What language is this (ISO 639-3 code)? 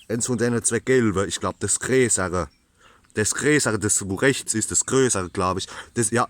pfl